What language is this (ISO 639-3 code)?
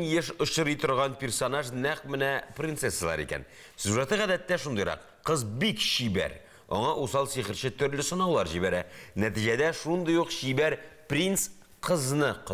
tat